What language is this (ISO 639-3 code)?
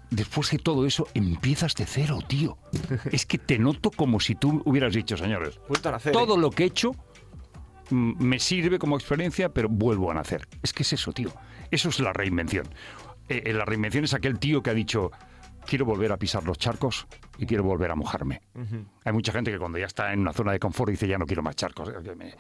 spa